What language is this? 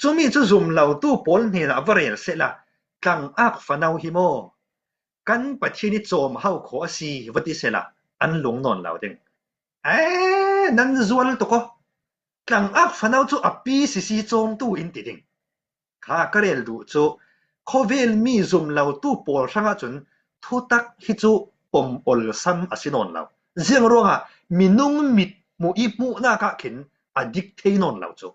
Falam Chin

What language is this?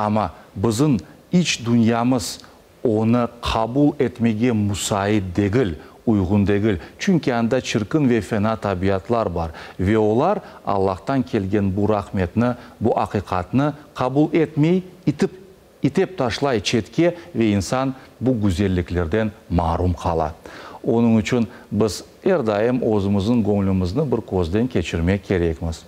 Crimean Tatar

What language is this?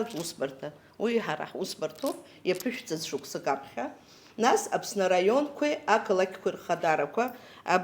Abkhazian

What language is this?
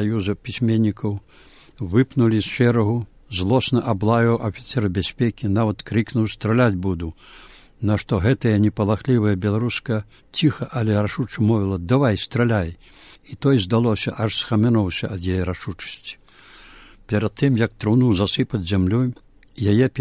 Belarusian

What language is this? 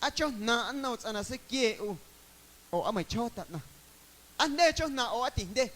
Guerrero Amuzgo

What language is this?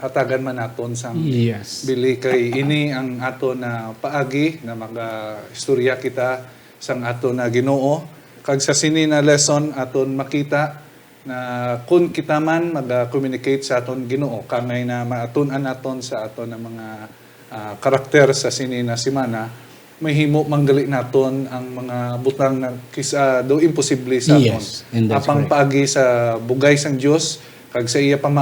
Hiligaynon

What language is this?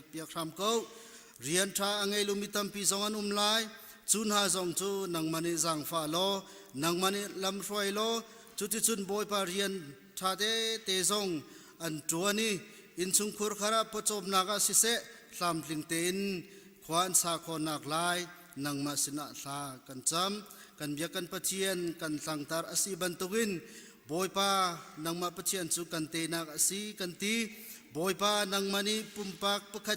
Hakha Chin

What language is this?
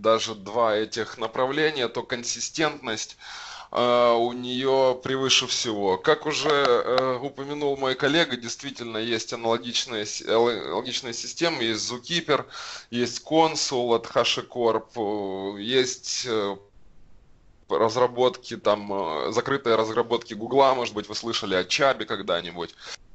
Russian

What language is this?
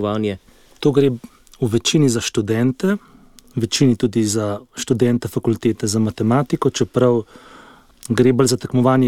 Slovenian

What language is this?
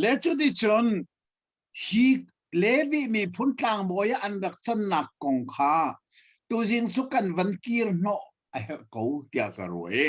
Hakha Chin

